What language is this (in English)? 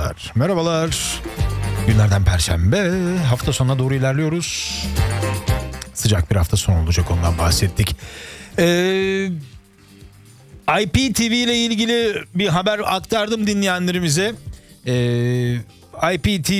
Turkish